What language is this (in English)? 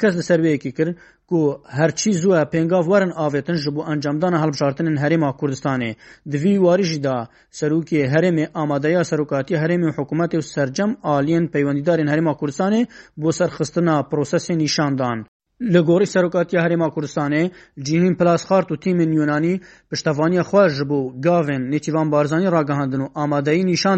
Kurdish